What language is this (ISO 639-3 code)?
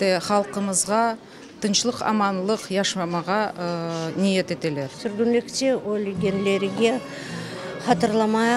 crh